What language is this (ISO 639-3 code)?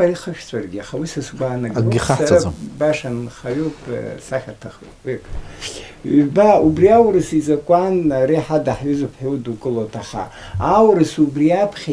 abk